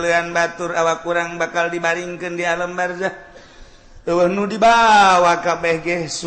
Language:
Sundanese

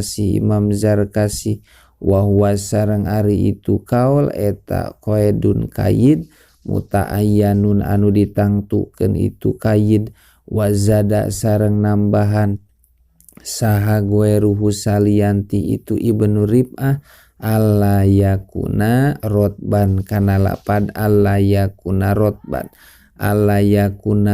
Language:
Sundanese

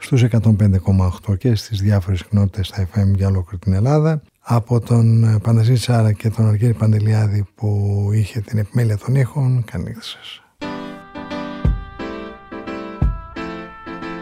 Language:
Greek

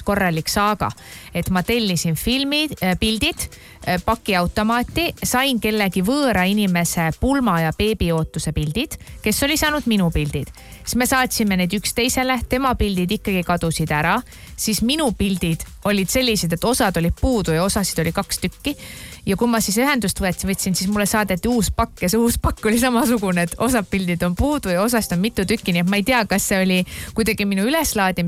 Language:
Estonian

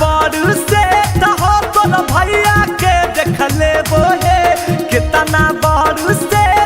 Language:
Magahi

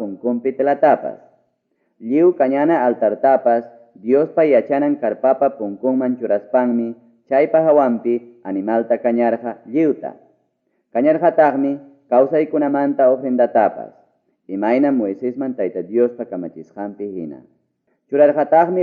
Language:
Ayacucho Quechua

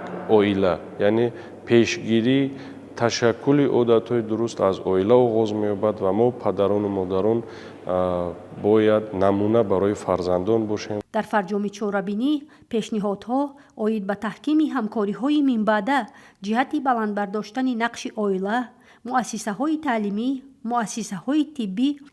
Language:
Tajik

